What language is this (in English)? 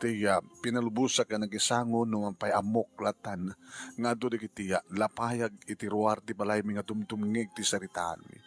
Iloko